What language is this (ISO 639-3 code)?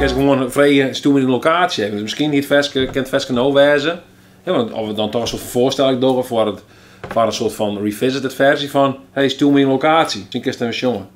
fry